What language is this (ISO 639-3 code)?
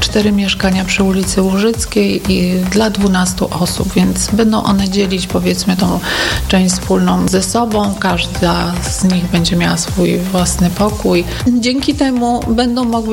pol